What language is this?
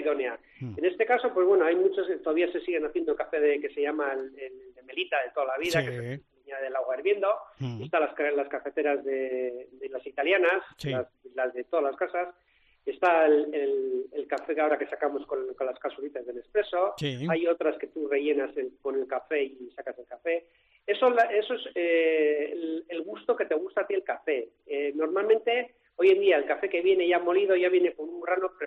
Spanish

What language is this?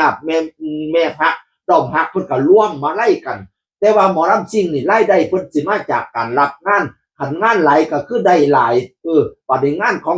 Northeastern Thai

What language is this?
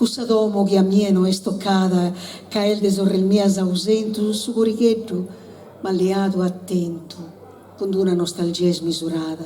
Sardinian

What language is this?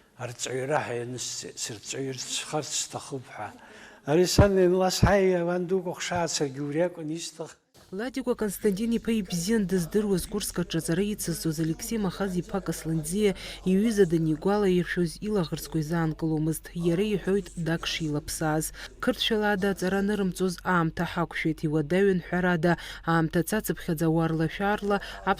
Abkhazian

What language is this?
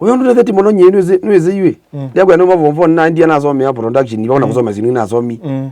Kamba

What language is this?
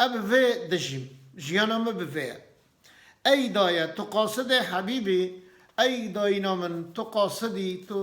Kurdish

